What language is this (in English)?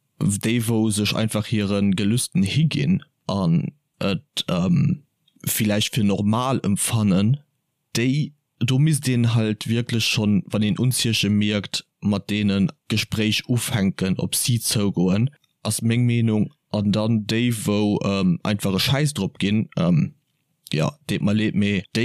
Luxembourgish